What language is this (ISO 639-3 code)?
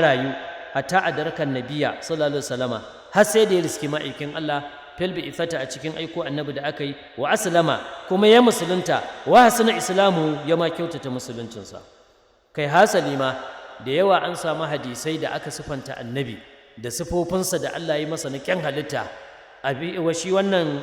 hau